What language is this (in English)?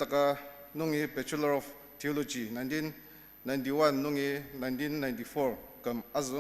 Ao Naga